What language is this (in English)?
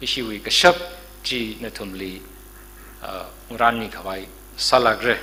Tangkhul Naga (India)